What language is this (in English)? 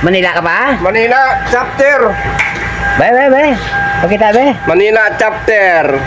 Hiligaynon